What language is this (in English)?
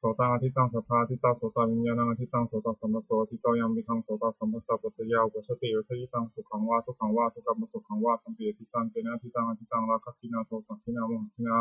Pali